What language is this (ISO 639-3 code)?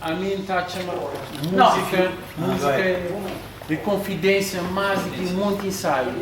kea